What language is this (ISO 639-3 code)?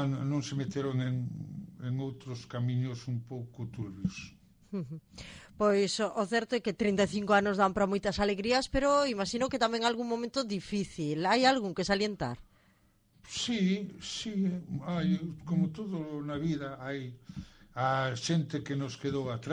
glg